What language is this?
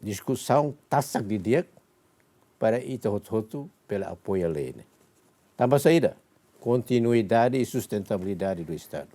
Tetum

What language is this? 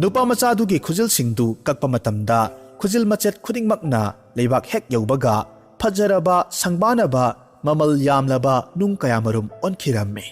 Manipuri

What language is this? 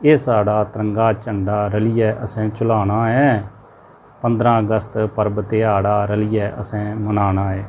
Dogri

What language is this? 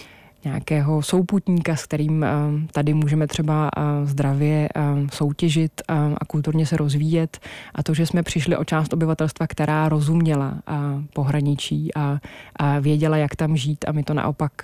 Czech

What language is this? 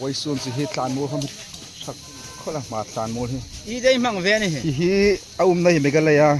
Hmar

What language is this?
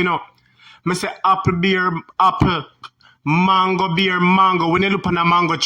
Jamaican Creole English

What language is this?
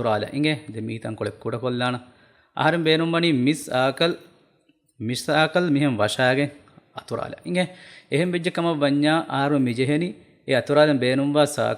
Divehi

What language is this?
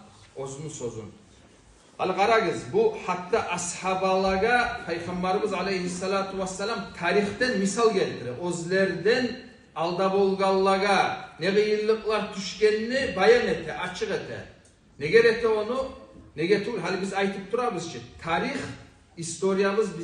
Kumyk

